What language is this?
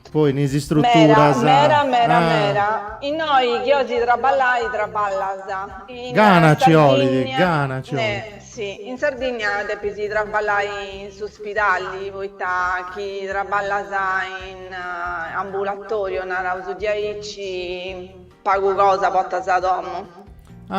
Sardinian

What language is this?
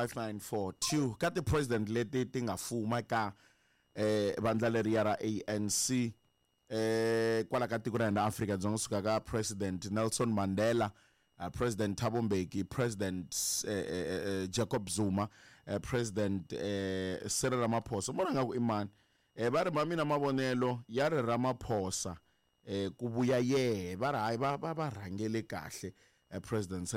Tsonga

